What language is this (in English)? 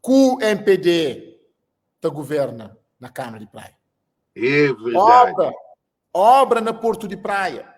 Kabuverdianu